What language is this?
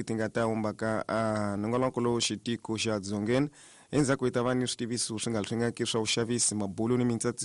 Tsonga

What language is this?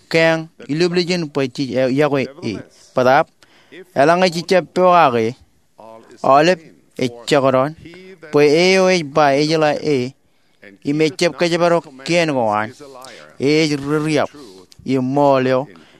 Marshallese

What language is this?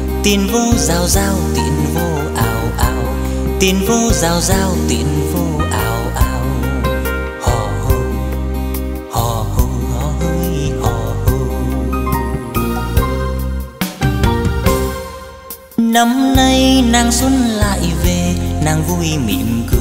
Vietnamese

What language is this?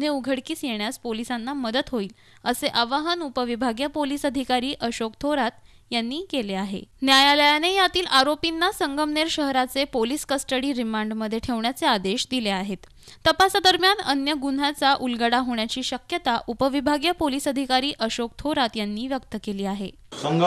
Marathi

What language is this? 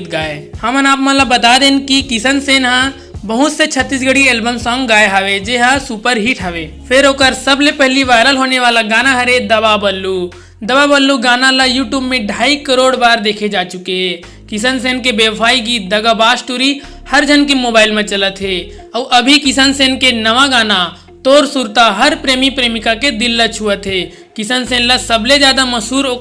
Chhattisgarhi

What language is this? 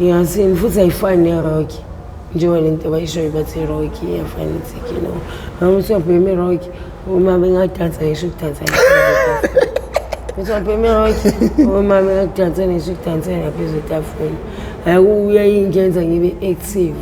Zulu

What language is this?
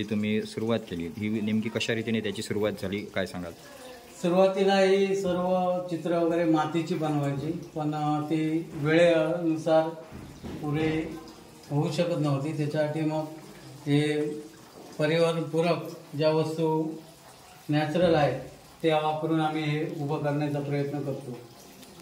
Marathi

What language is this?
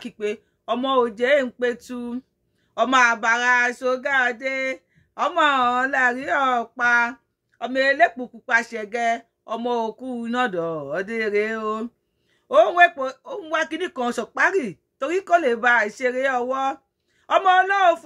Yoruba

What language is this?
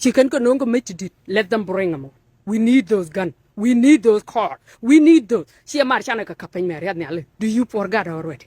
Nuer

